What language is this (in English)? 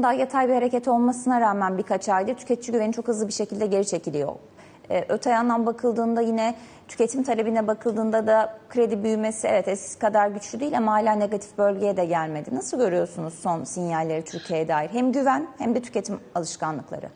Turkish